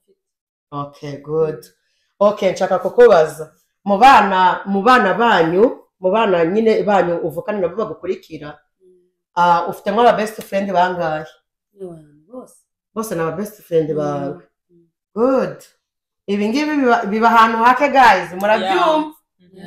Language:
Kinyarwanda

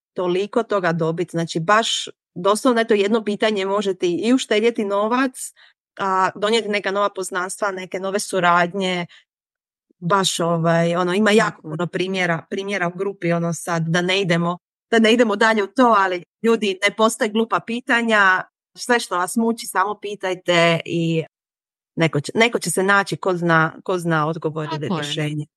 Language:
Serbian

